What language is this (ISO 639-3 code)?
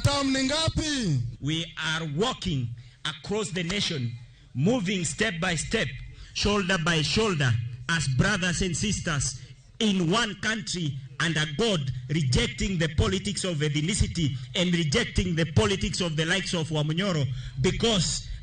luo